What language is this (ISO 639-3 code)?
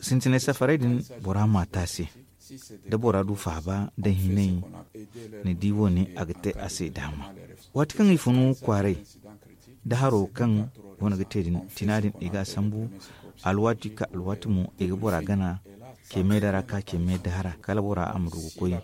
dje